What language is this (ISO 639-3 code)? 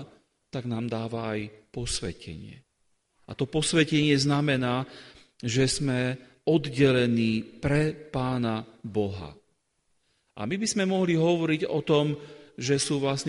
slk